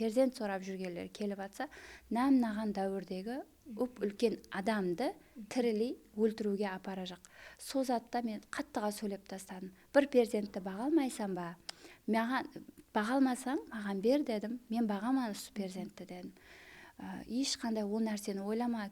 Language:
Kara-Kalpak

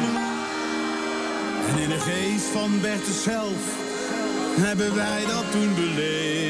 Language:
Dutch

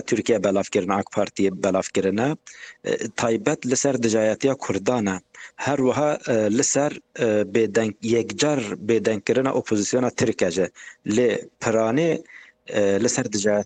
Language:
Kurdish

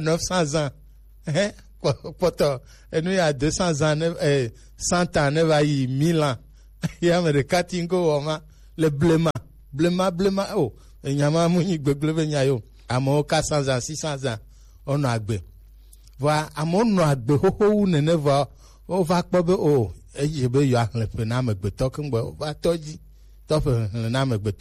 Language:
Gen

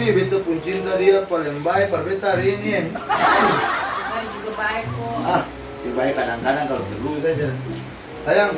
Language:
Ambonese Malay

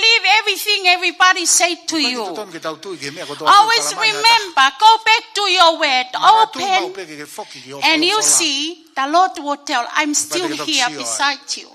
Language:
Tongan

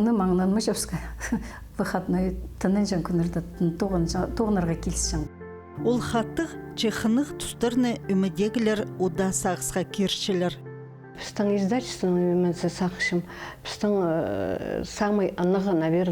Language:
Khakas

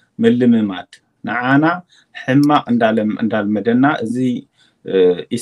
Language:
Tigrinya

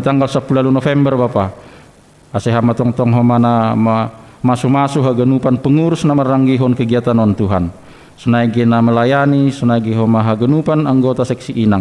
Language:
Batak Simalungun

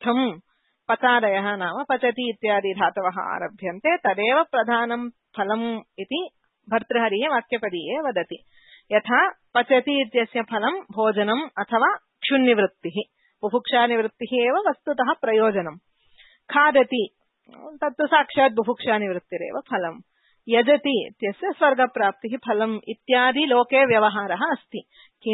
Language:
Sanskrit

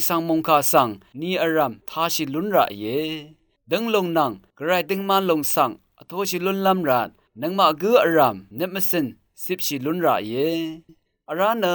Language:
Rawang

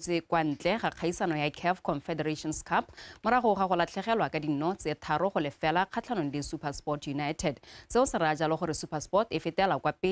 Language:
Tswana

